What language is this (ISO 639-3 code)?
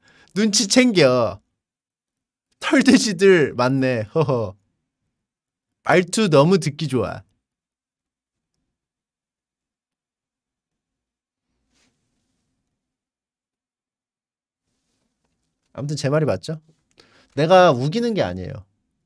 kor